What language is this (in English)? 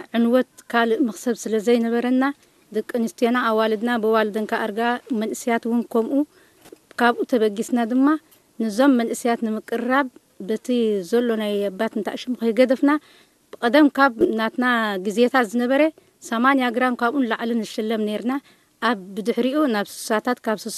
Tigrinya